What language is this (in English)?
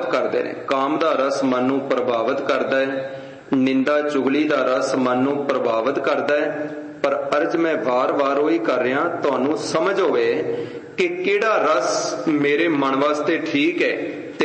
Punjabi